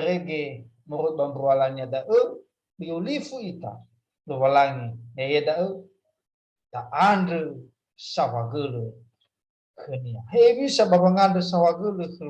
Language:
Nias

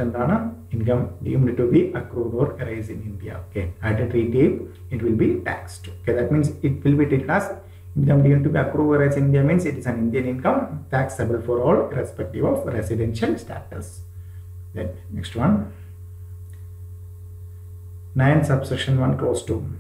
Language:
Malayalam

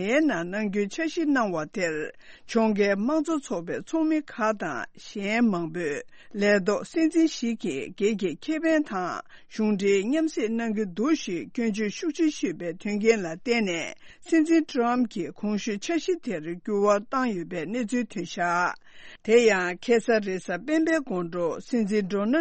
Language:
Tibetan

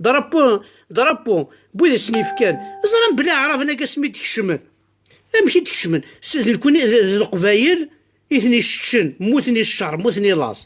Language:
Kabyle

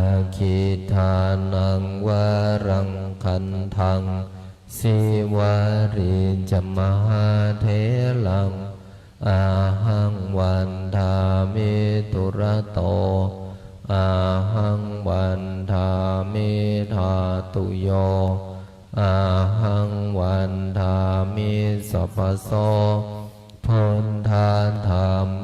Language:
Pali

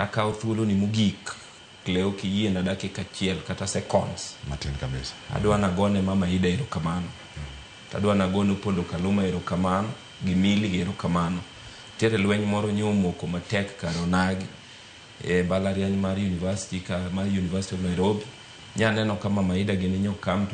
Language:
Luo (Kenya and Tanzania)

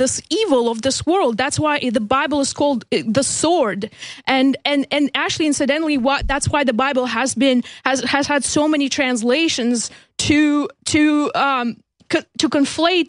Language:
English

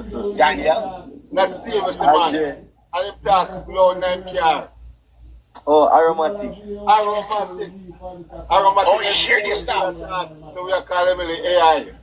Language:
Jamaican Creole English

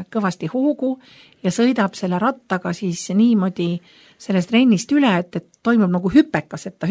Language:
Estonian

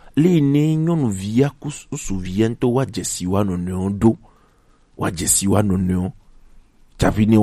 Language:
Gen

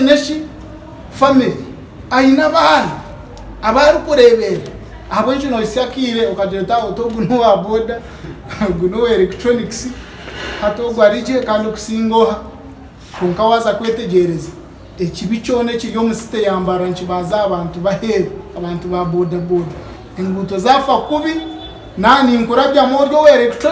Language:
Nyankole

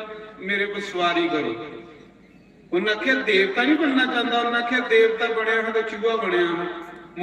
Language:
Dogri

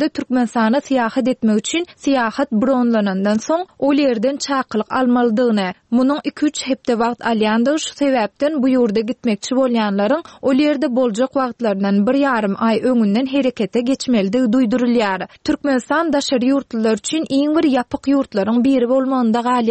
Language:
Turkmen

